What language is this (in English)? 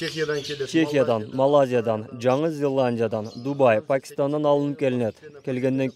Kyrgyz